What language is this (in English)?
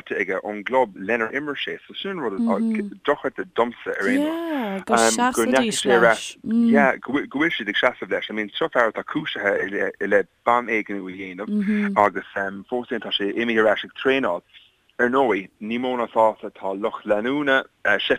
Irish